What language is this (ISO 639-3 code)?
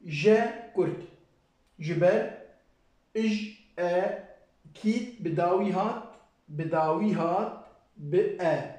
kur